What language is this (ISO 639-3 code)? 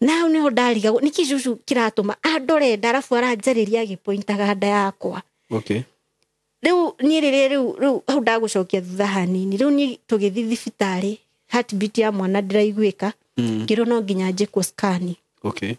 kik